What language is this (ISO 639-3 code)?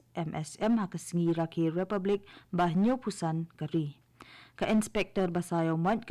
kha